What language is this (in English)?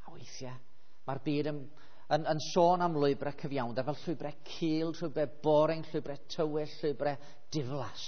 Welsh